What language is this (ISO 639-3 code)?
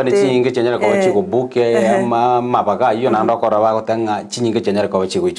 guz